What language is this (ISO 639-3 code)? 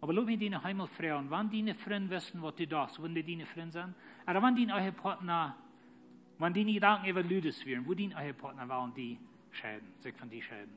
pdt